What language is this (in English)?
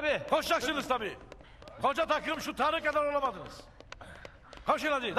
Turkish